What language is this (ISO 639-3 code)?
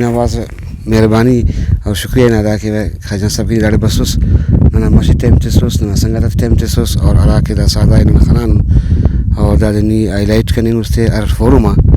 brh